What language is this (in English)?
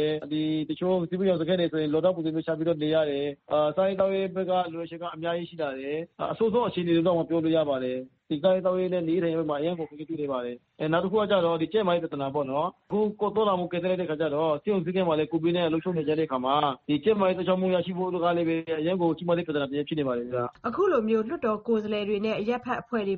Burmese